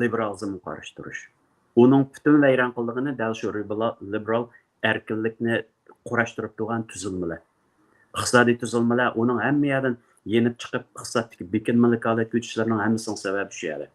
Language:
Uyghur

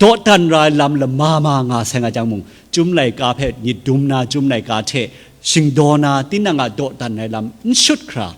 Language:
Kachin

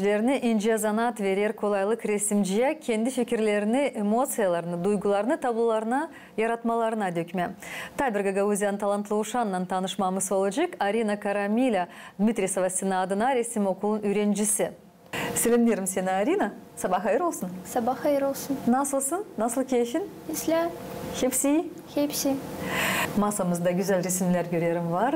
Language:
Gagauz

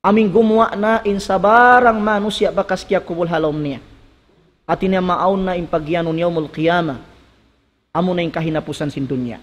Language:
Tausug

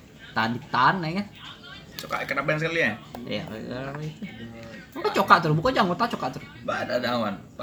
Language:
Indonesian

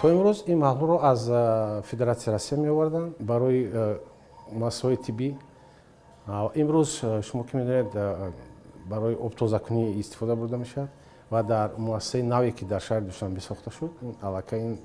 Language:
Tajik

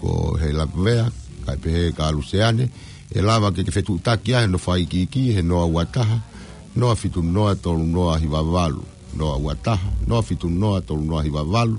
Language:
Tongan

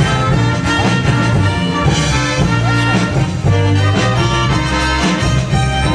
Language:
Konkani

